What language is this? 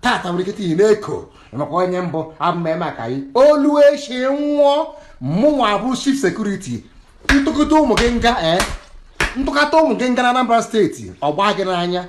Igbo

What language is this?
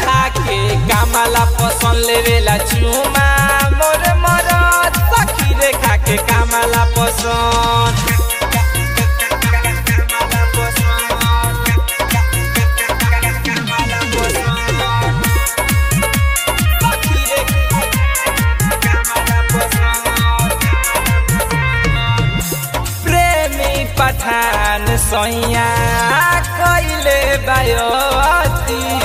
Bhojpuri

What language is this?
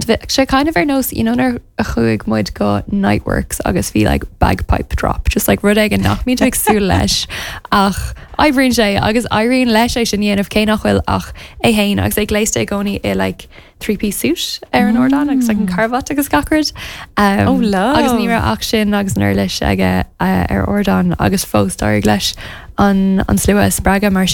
Irish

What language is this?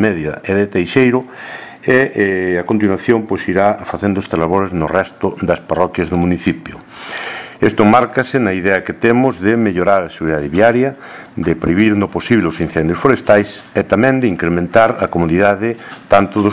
Galician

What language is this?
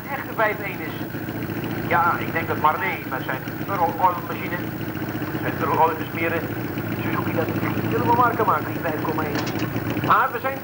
Dutch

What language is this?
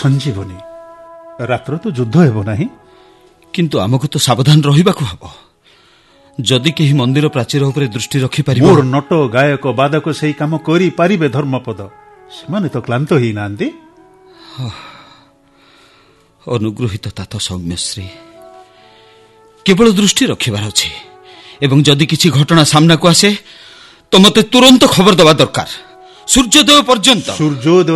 Odia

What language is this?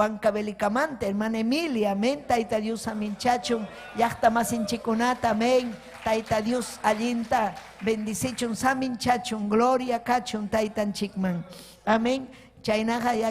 Ayacucho Quechua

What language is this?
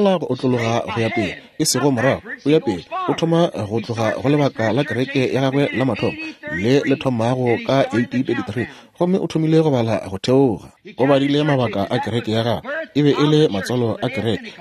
Northern Sotho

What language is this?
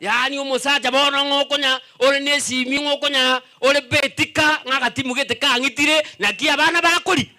Gusii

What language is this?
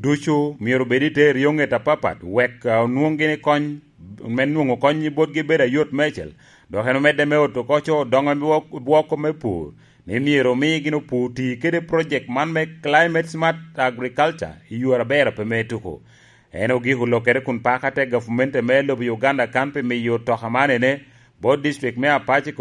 Lango (Uganda)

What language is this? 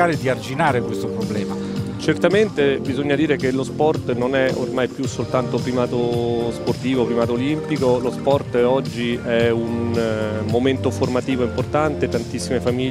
Italian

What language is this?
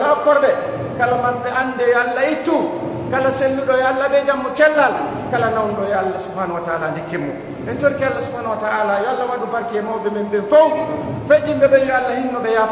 Pular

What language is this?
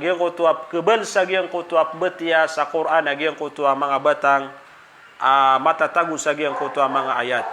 Maranao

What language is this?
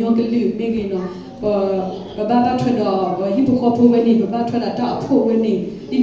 S'gaw Karen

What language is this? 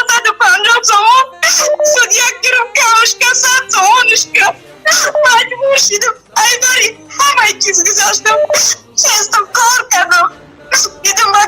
Tajik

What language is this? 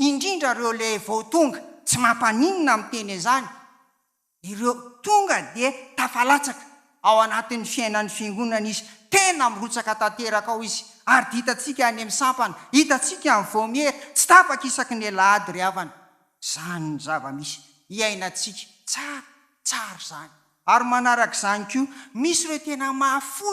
Malagasy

